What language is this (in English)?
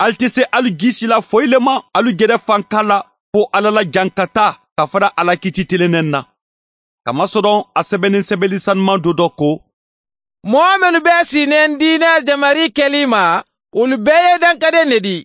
Bambara